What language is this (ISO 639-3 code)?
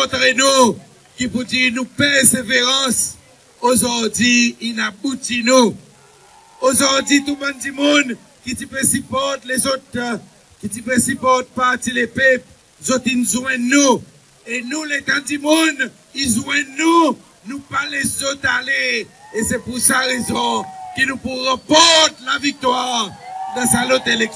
crs